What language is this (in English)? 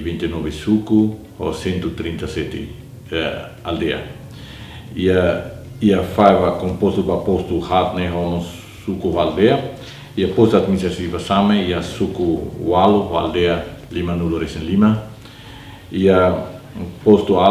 Tetum